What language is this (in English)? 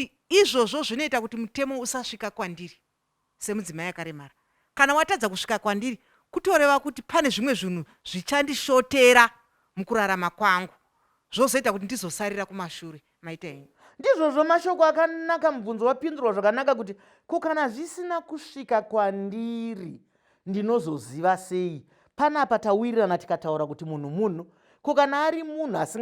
Shona